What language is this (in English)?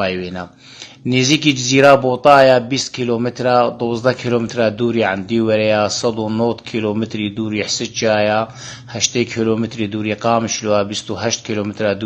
Kurdish